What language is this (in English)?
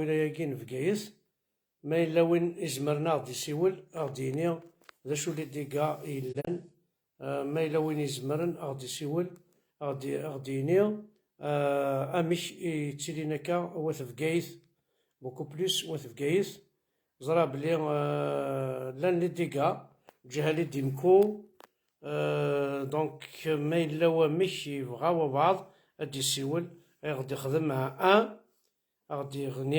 Kabyle